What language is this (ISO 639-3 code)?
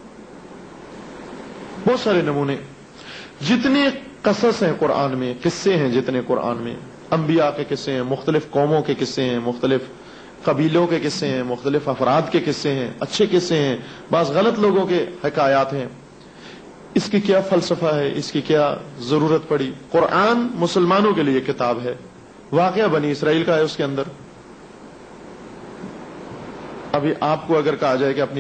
urd